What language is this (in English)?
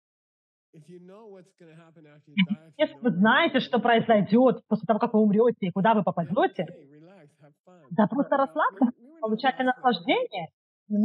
Russian